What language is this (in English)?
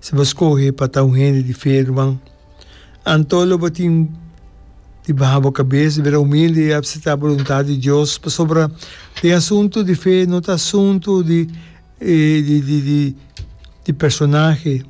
Papiamento